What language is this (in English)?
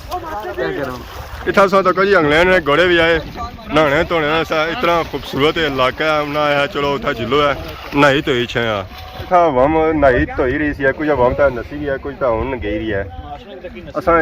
Pahari-Potwari